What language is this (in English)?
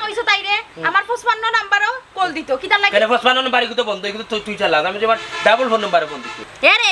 Sylheti